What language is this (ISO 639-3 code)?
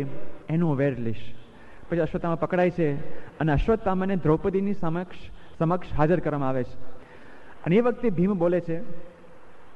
guj